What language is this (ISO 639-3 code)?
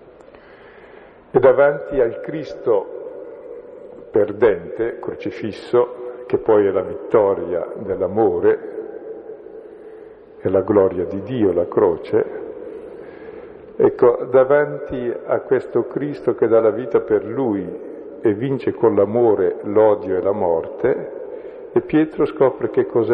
ita